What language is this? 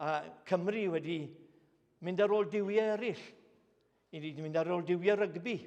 Welsh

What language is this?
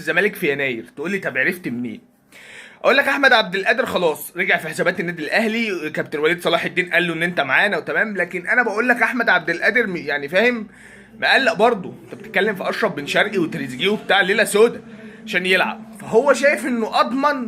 Egyptian Arabic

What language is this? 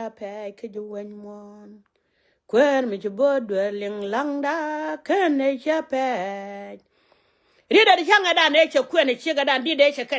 Nuer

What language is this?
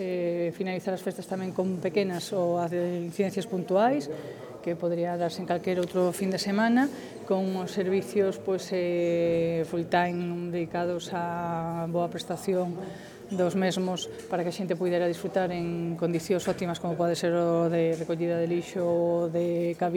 Galician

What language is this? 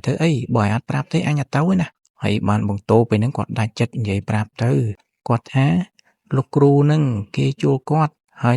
Khmer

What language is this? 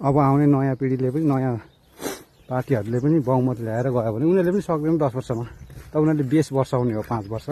Nepali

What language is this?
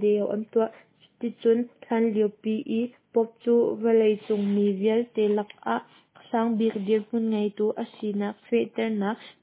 Hakha Chin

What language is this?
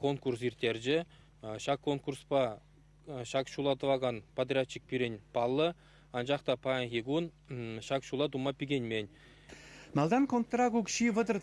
Chuvash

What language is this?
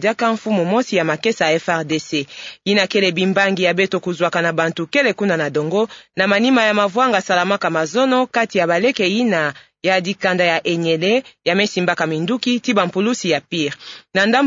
Kituba (Democratic Republic of Congo)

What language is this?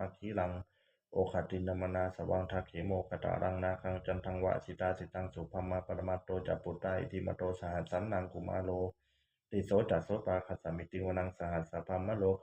Pali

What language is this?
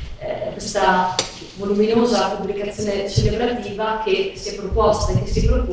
Italian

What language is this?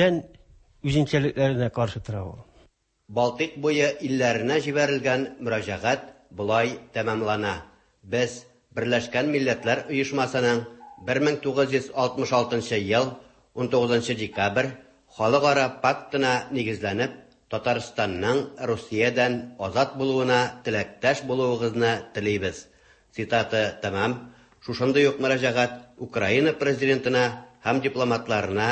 Tatar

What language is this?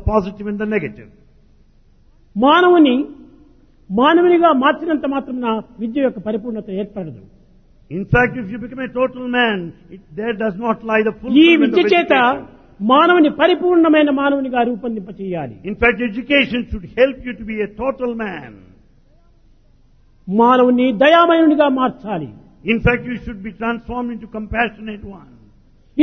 Telugu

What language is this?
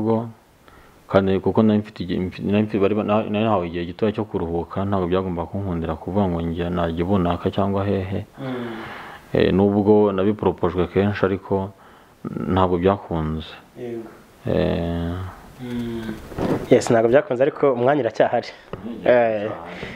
Kinyarwanda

